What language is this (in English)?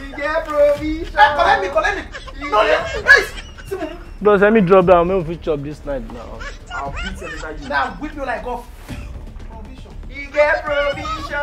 Nigerian Pidgin